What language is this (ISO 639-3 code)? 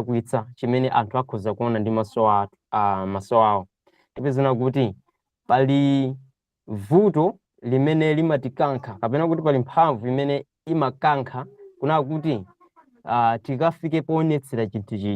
nya